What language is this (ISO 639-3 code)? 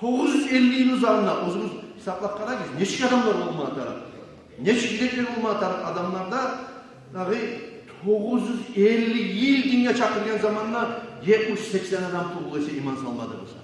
kum